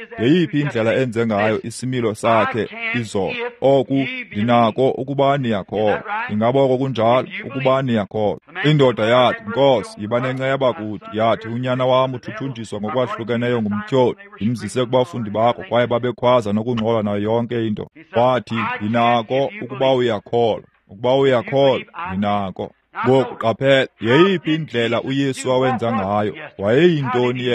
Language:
Xhosa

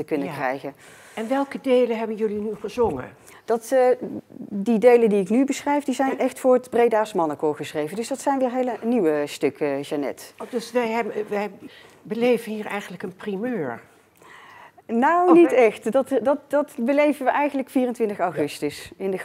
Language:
Dutch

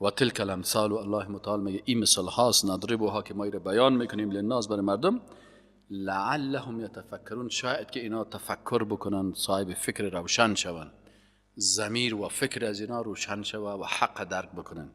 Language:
Persian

